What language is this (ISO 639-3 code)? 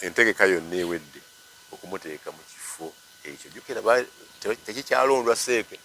lug